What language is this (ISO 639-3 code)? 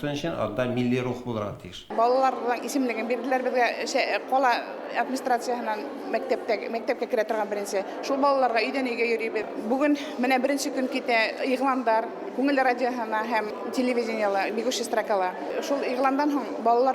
bak